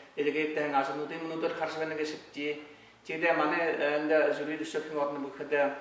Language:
Buriat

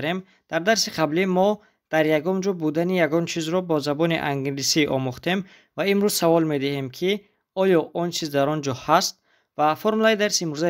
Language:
Tajik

